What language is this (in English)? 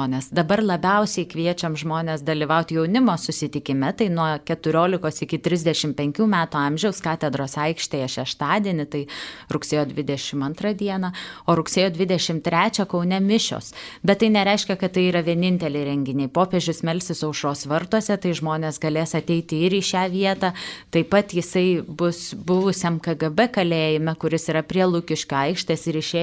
Lithuanian